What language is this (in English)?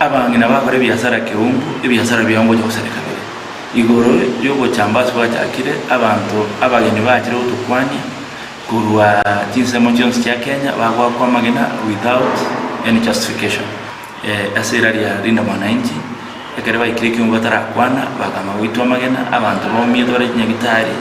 Gusii